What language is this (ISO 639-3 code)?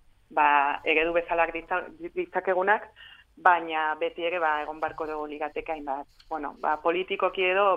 eus